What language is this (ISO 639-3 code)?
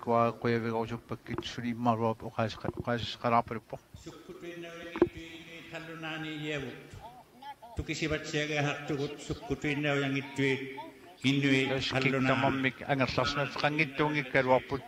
kal